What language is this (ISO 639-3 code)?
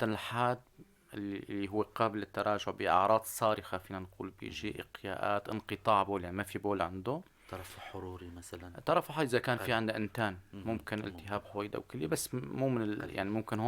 apc